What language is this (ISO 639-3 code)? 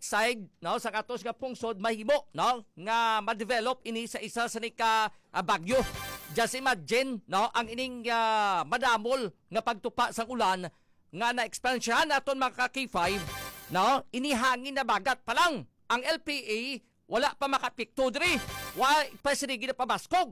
hil